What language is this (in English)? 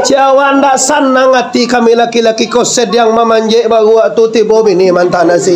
Minangkabau